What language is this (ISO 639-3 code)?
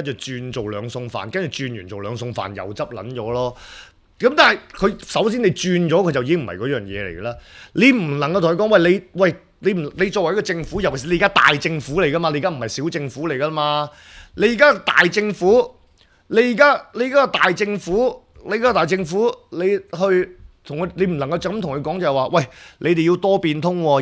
yue